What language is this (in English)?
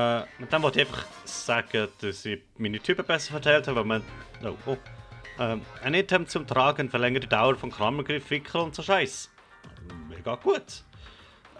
Swiss German